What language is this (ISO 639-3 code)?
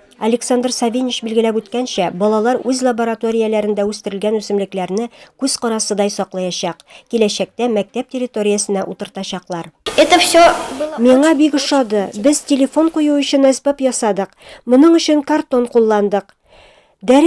tat